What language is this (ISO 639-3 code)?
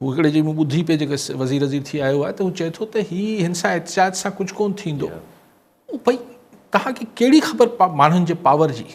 snd